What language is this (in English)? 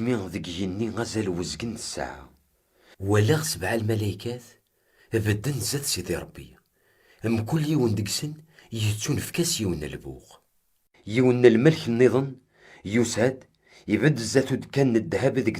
Kabyle